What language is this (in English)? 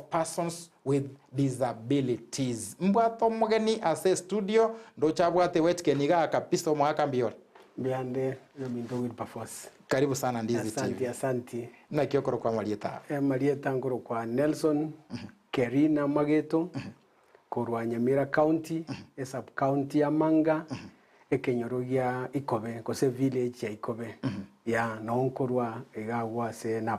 Gusii